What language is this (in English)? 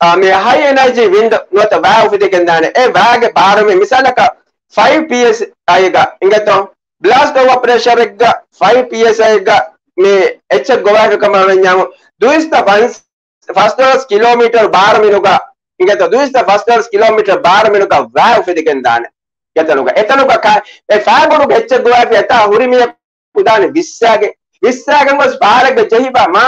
Divehi